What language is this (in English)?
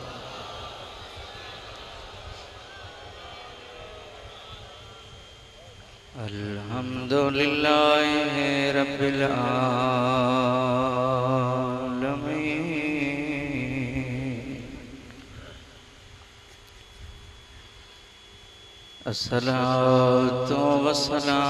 Sindhi